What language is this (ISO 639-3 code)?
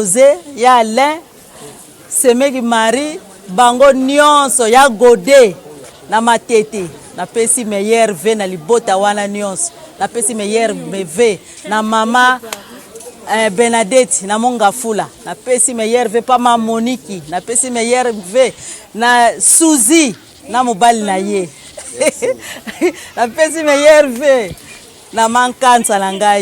lin